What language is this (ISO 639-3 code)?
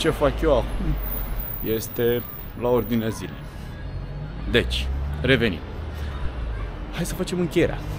ron